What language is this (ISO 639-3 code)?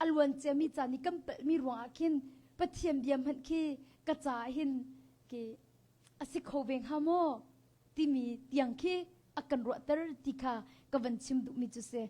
cnh